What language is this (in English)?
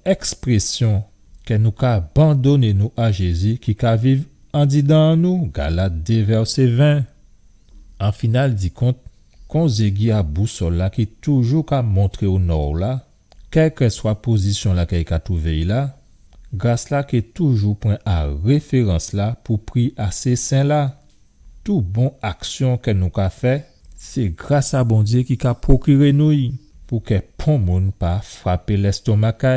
Guadeloupean Creole French